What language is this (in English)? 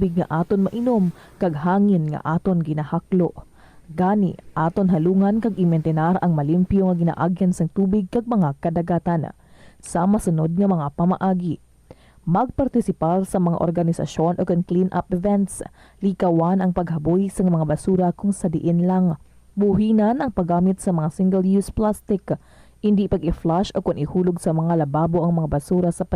Hiligaynon